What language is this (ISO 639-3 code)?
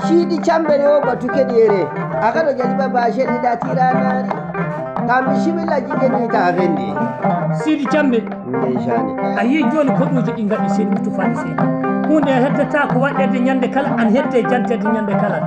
ffm